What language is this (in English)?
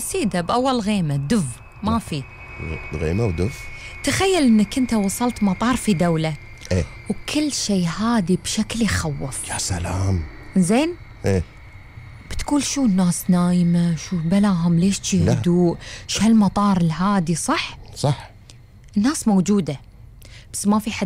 Gulf Arabic